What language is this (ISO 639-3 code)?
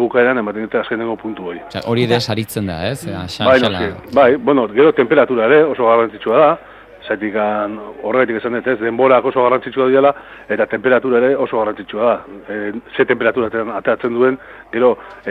eus